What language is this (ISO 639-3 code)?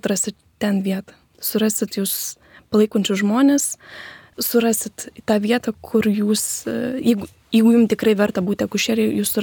lit